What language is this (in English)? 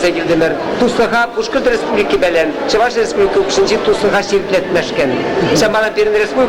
Chuvash